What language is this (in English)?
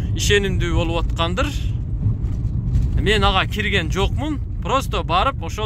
Kyrgyz